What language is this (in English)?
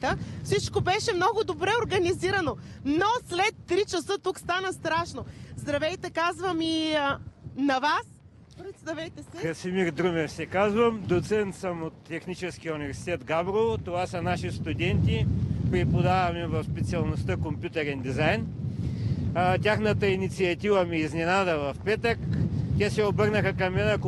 Bulgarian